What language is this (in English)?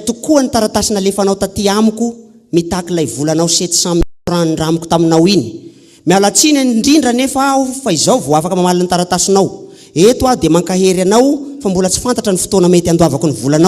Malagasy